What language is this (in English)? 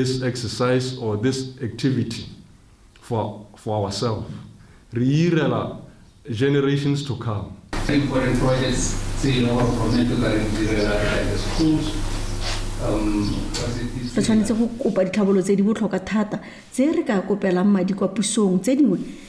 Tswana